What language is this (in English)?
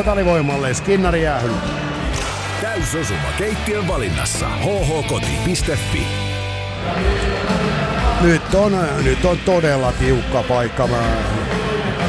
Finnish